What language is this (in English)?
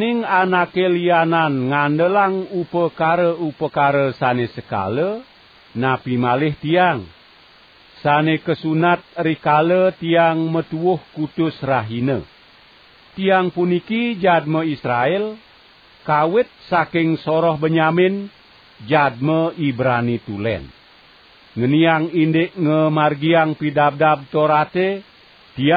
Balinese